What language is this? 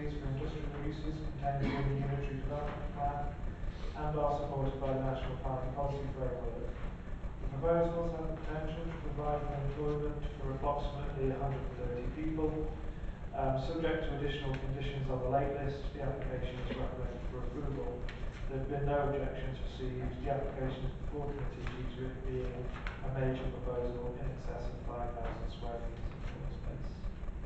English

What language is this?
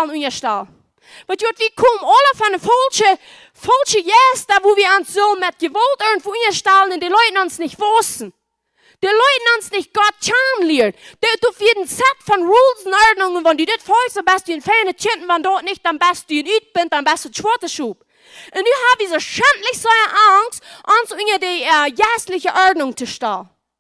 Plautdietsch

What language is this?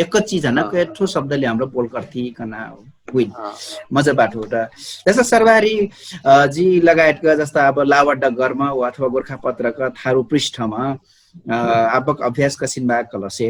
Dangaura Tharu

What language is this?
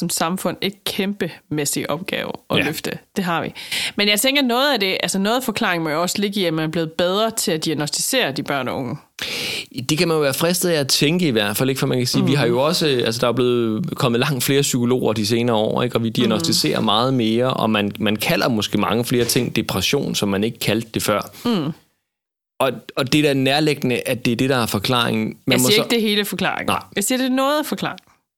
Danish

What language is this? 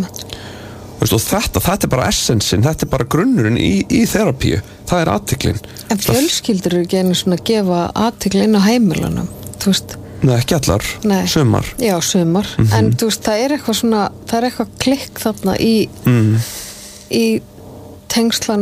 Icelandic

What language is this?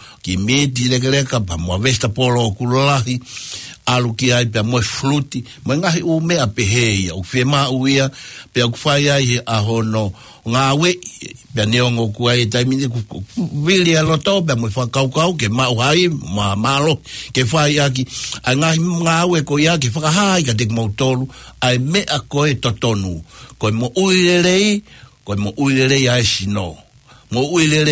Tongan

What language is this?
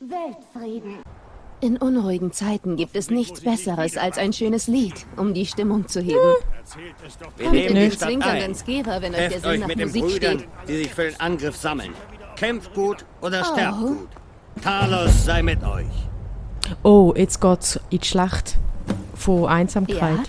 Swiss German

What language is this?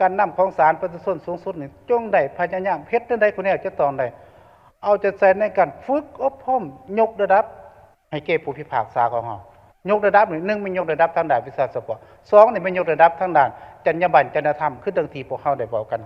Lao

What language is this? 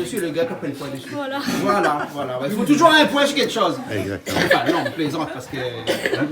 Réunion Creole French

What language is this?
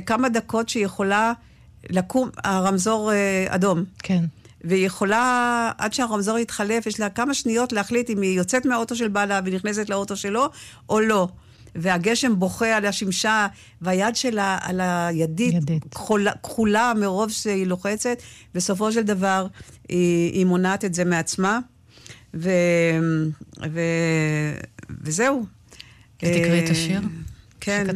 Hebrew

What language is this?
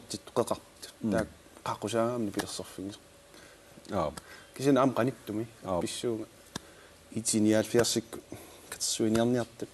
Kalaallisut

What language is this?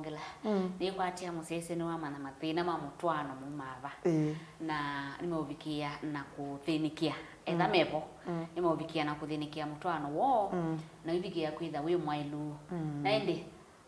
Kamba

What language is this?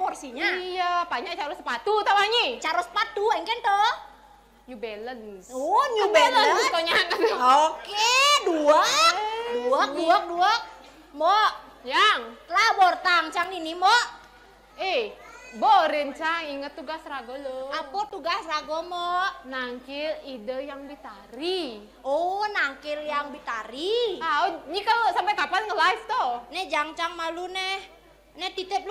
Balinese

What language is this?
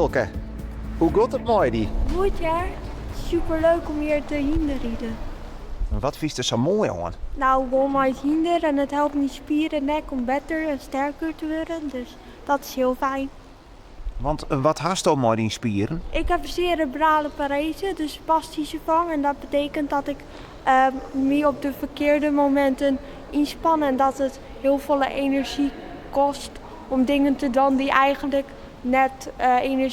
Western Frisian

